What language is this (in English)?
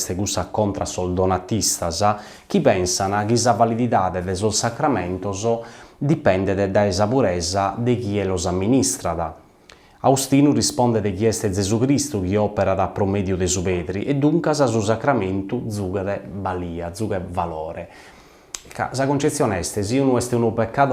Sardinian